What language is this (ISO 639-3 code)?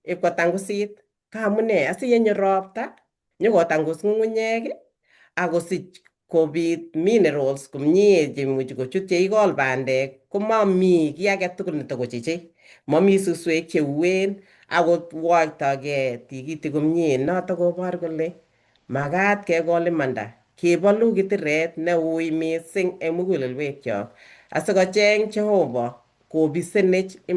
kln